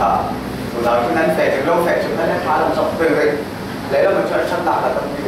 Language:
Falam Chin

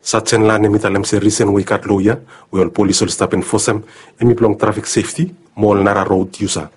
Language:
Bislama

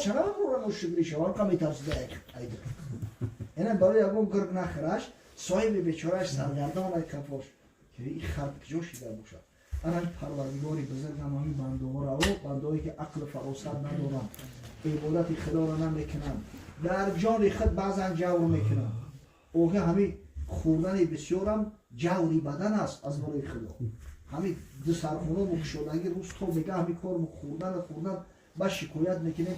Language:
Tajik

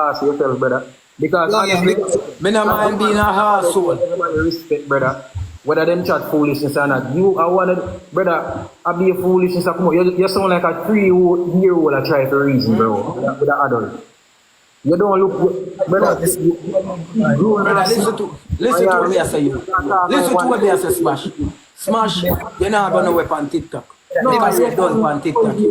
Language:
Jamaican Creole English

